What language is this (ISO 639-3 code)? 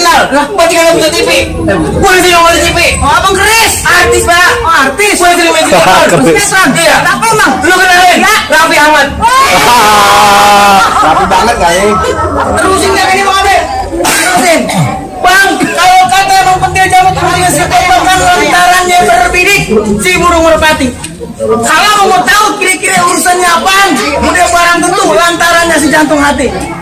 bew